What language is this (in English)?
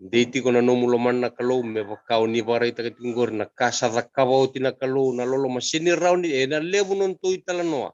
Fijian